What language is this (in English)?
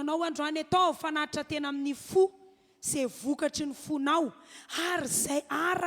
Malagasy